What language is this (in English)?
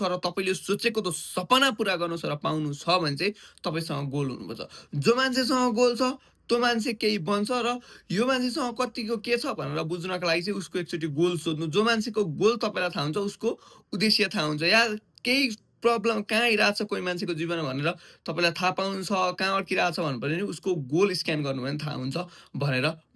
Nepali